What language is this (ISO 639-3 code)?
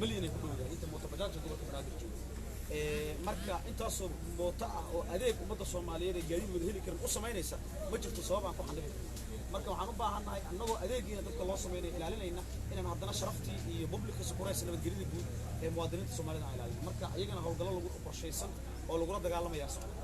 som